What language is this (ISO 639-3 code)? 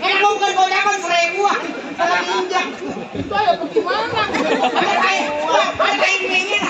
bew